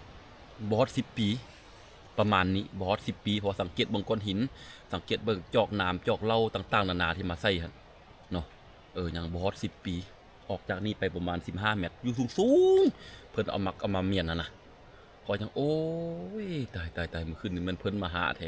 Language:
Lao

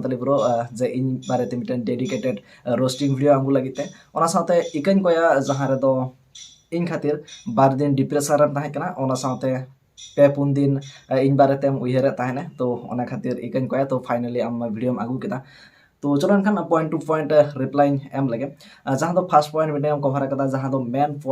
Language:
Santali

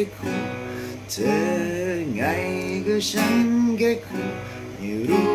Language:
Thai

